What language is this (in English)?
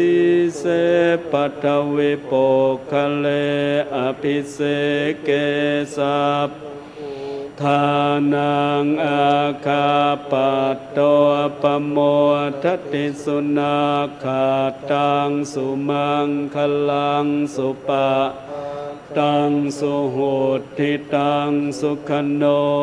Pali